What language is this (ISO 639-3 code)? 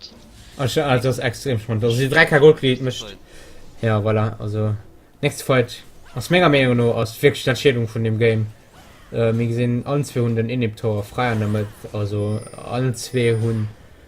ltz